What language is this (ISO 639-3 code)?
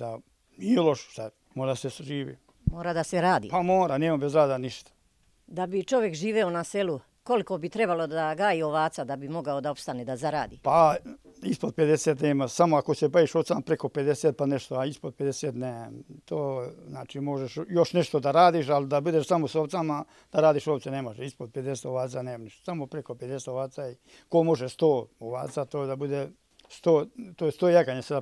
srp